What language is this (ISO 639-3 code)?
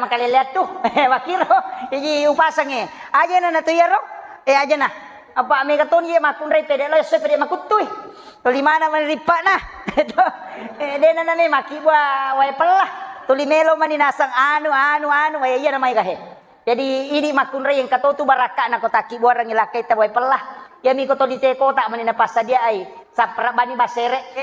bug